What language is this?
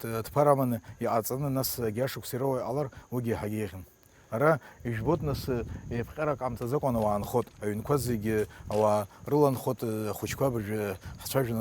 Abkhazian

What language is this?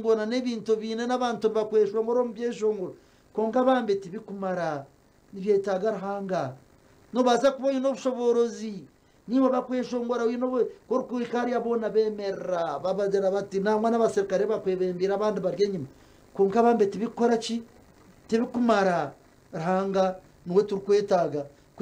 Nyankole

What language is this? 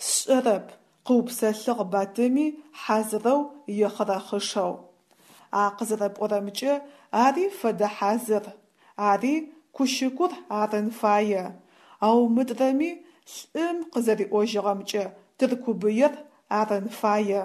Adyghe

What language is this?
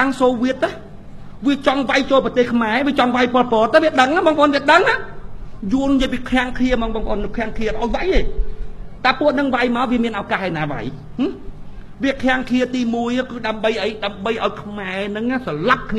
Khmer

